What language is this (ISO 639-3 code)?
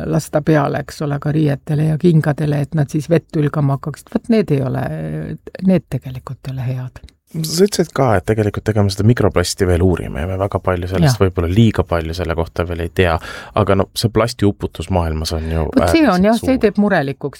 est